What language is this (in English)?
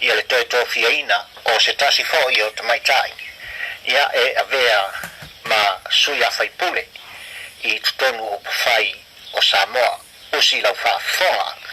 Samoan